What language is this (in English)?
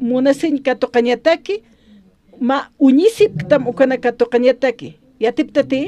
Aymara